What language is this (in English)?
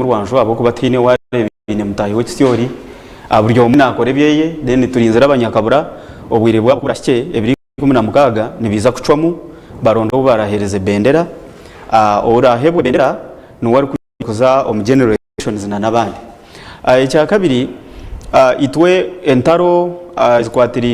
Nyankole